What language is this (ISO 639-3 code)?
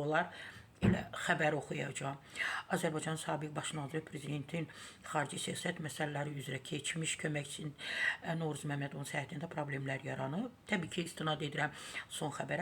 aze